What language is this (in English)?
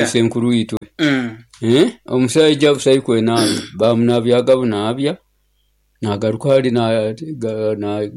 Nyoro